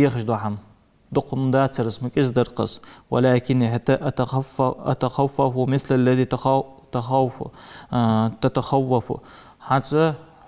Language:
Ingush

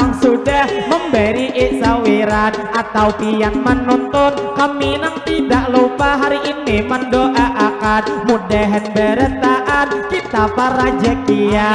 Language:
Banjar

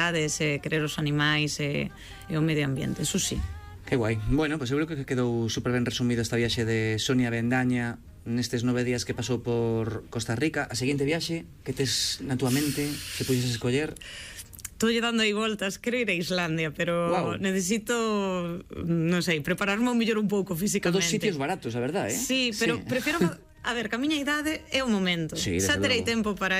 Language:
Galician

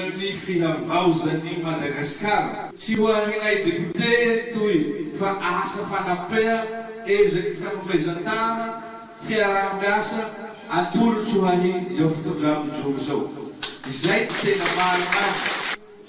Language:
Malagasy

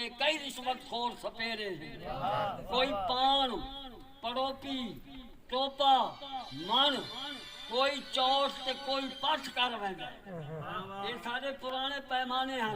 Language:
Saraiki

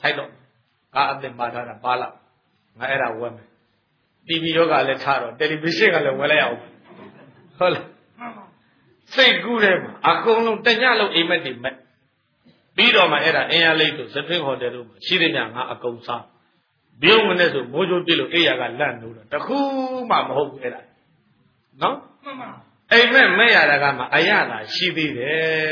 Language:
Burmese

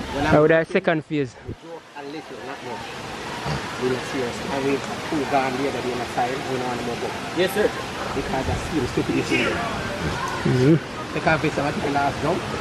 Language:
Jamaican Creole English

